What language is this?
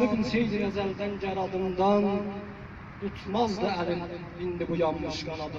South Azerbaijani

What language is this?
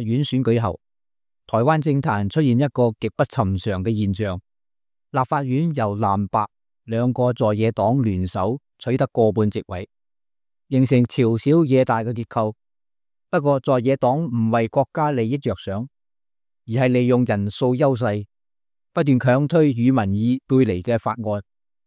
Cantonese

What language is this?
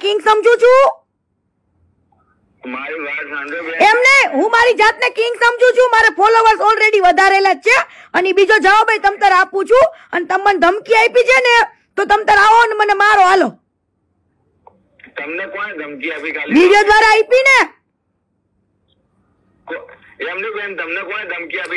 Gujarati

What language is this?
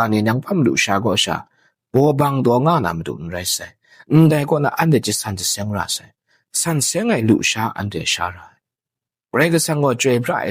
Kachin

